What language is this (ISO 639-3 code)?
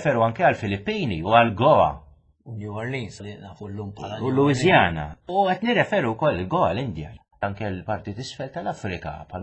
mlt